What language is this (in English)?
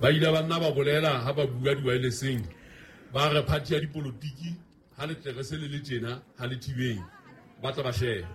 Southern Sotho